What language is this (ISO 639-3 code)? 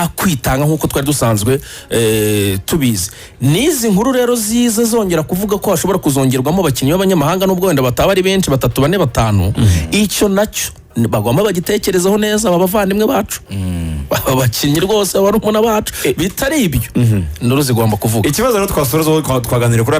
kin